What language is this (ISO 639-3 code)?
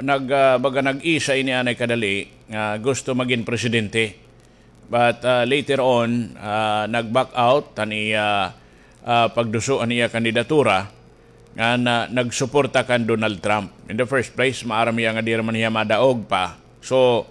war